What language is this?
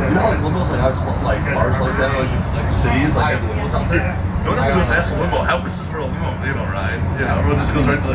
English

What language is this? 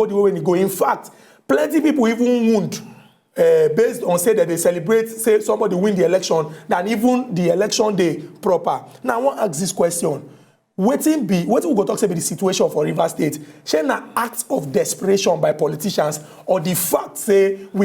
Nigerian Pidgin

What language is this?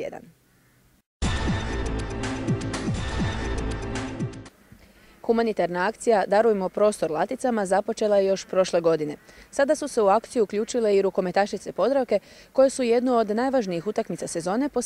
Croatian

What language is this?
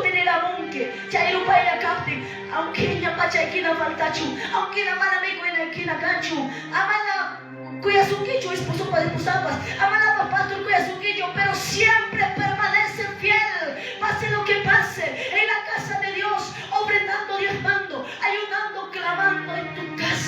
Quechua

